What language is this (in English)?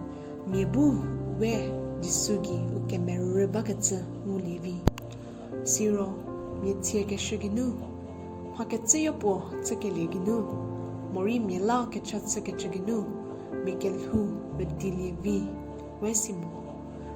Angami Naga